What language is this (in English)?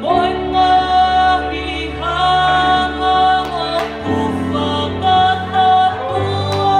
Tongan